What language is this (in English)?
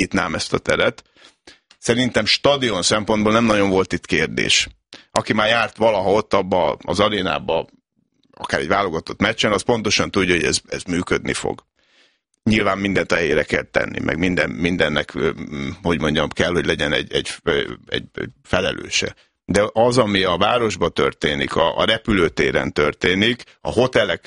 Hungarian